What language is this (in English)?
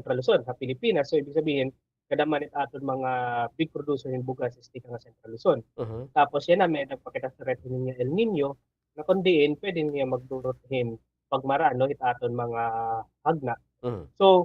Waray